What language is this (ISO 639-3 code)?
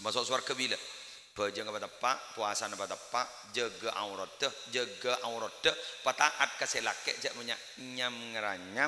mad